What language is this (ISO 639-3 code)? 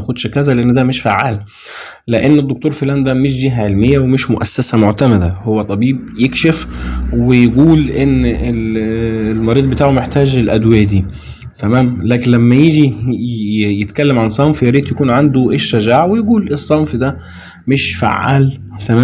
arz